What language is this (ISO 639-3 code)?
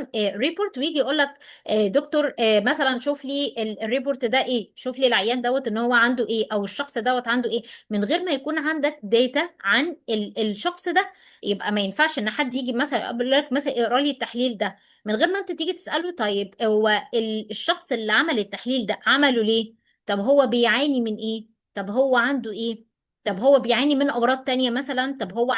arz